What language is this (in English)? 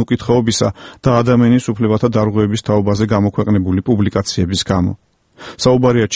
Georgian